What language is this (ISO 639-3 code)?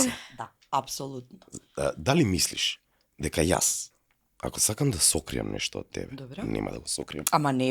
mkd